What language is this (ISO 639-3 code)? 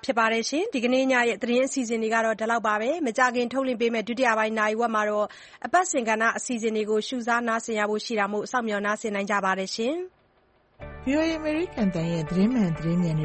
mya